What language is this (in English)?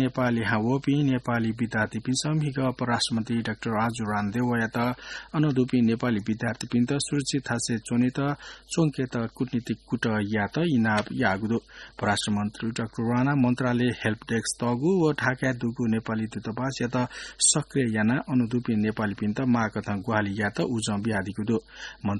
Newari